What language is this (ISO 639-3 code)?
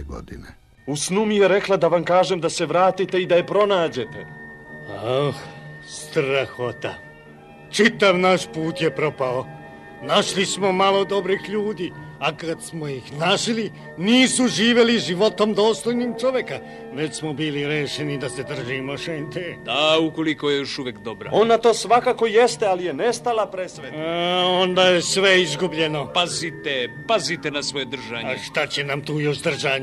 srp